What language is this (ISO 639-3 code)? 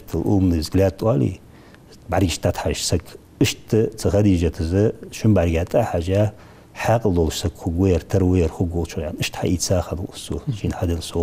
inh